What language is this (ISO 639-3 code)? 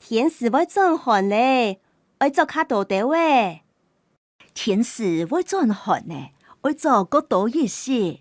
hak